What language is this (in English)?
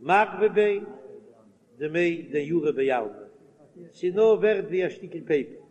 Yiddish